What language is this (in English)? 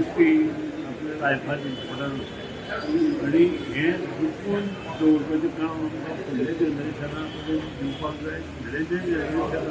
Konkani